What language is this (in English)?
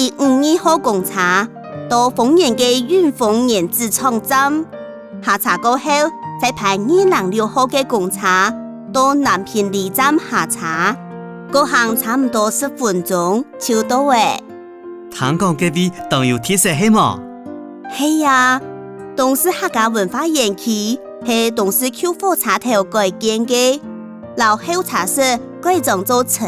Hakka Chinese